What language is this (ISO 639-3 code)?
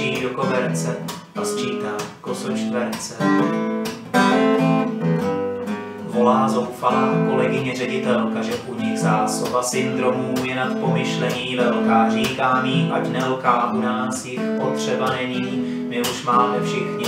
ces